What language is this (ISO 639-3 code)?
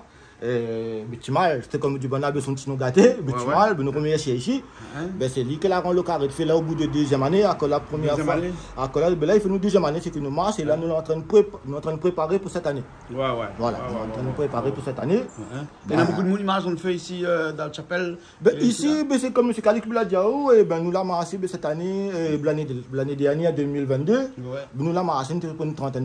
rcf